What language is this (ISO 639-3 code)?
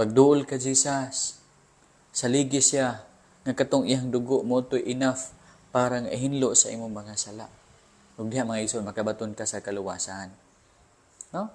ceb